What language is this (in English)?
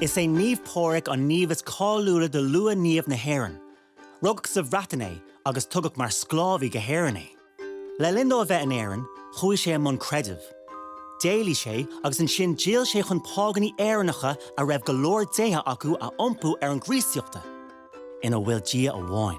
Irish